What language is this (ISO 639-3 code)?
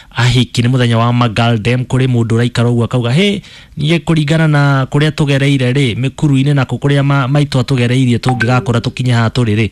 kik